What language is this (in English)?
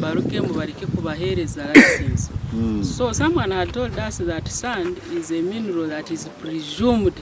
Nyankole